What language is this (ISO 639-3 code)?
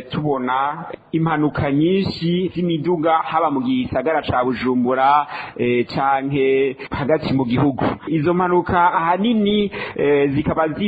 run